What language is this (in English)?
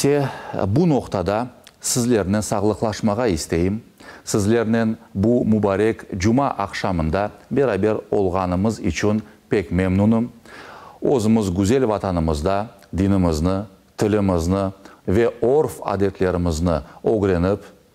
Crimean Tatar